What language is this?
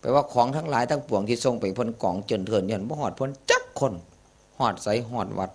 Northeastern Thai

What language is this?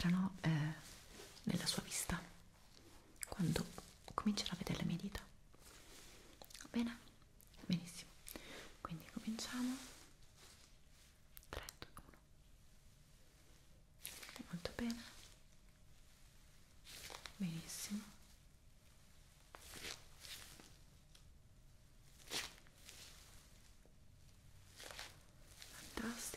Italian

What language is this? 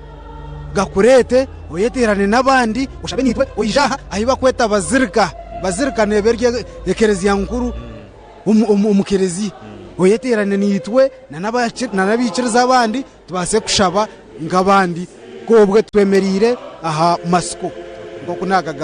Nyankole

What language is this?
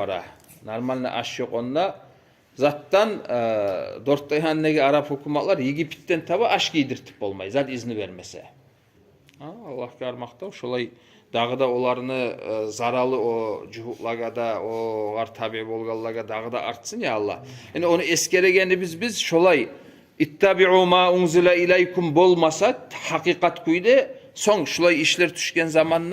Kumyk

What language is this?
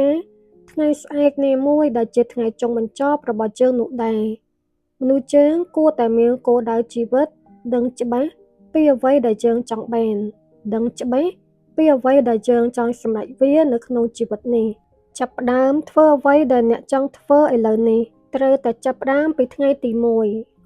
Khmer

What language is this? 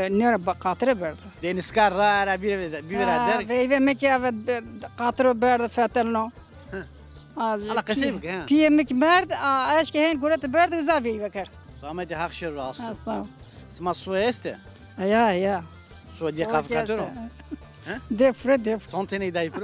Zaza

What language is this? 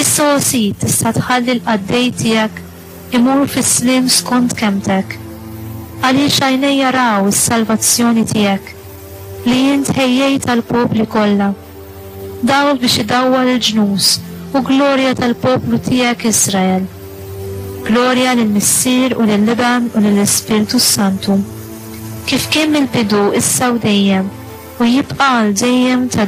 Maltese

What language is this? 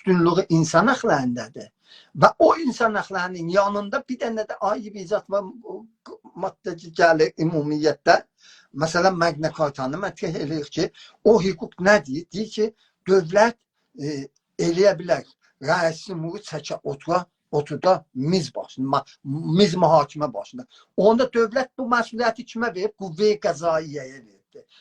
South Azerbaijani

